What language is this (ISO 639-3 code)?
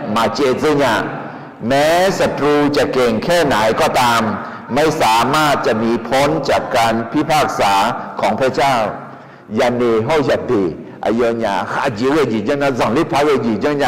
ahk